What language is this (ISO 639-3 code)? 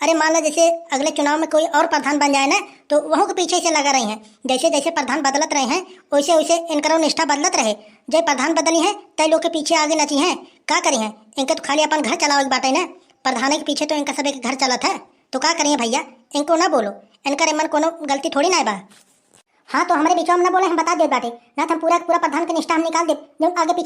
awa